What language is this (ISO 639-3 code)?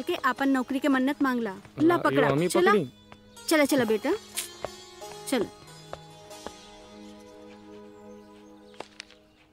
bho